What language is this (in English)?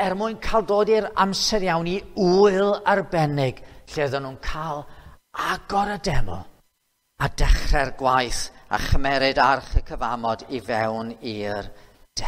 Welsh